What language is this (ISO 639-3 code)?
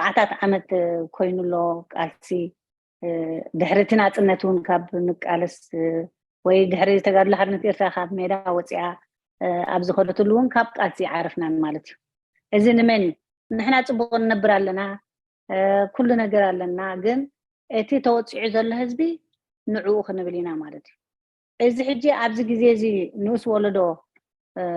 tir